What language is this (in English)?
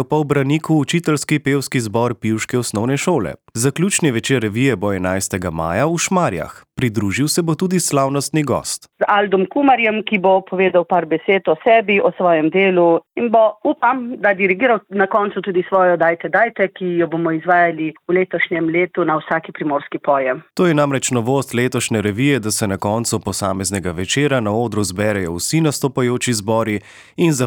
Slovenian